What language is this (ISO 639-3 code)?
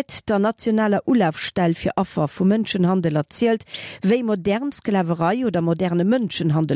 ltz